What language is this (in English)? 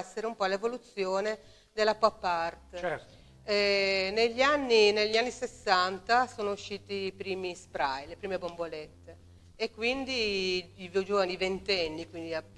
Italian